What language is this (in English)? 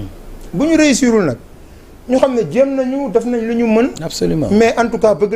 Wolof